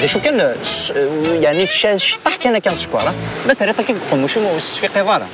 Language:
Kabyle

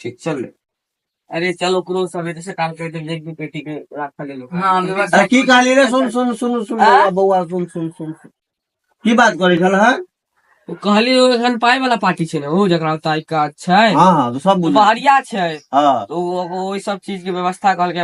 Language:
Maithili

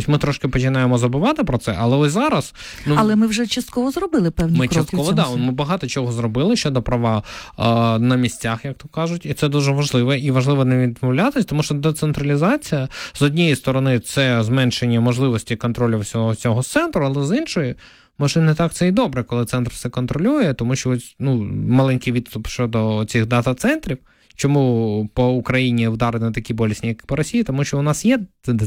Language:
Ukrainian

